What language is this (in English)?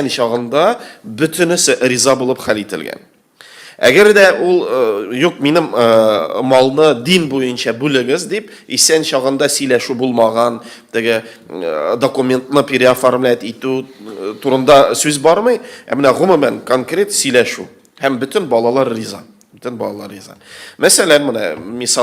Tatar